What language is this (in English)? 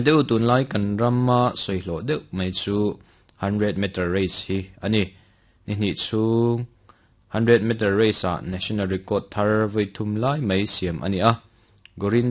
Mizo